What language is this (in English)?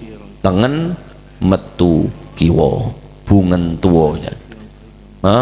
Madurese